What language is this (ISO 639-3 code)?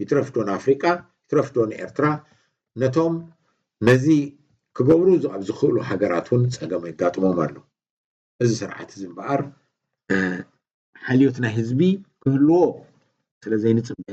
tir